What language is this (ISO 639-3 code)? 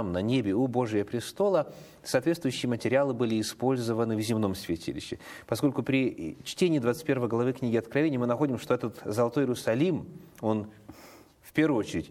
rus